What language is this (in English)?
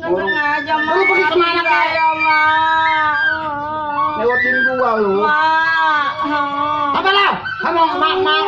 Betawi